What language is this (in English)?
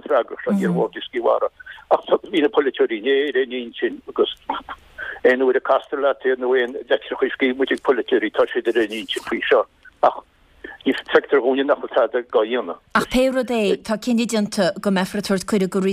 Irish